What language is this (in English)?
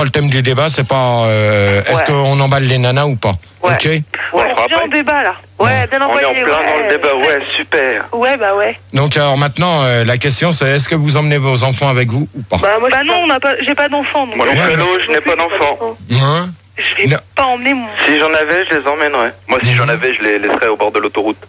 French